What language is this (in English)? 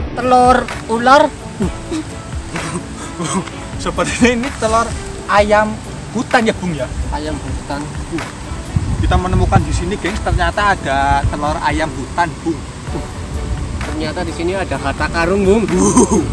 Indonesian